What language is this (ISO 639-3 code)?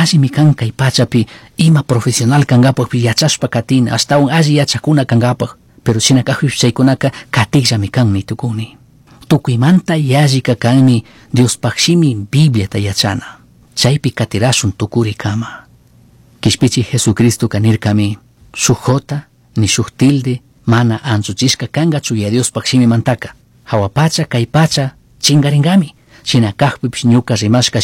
qug